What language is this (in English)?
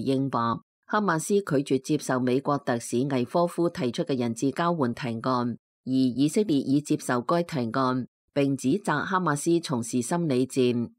Cantonese